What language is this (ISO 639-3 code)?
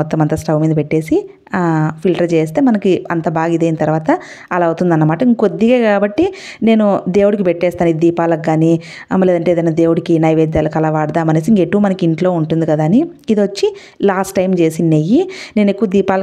tel